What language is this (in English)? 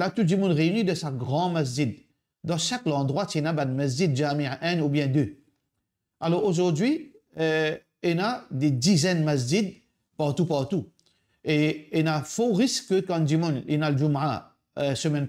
Morisyen